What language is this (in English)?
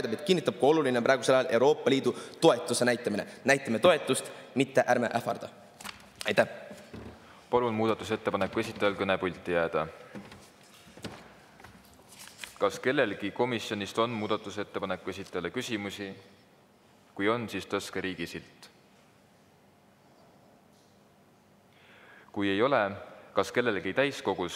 Estonian